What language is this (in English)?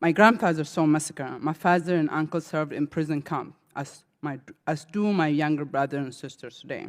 English